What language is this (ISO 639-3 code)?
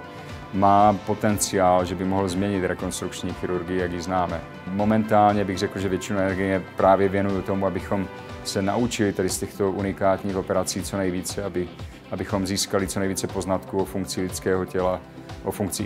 ces